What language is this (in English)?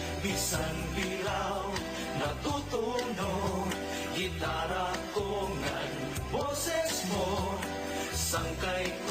Waray